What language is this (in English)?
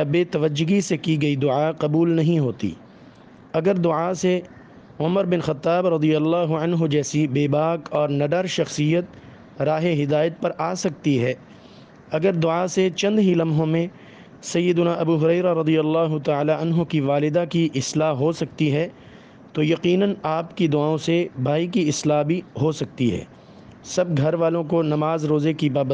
Urdu